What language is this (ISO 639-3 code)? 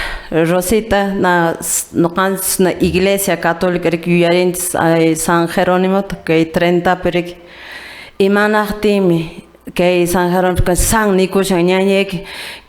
que